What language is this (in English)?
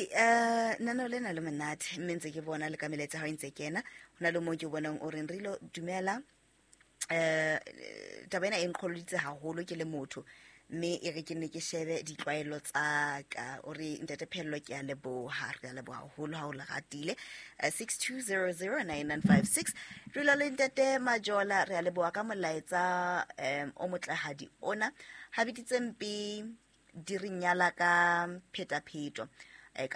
Southern Sotho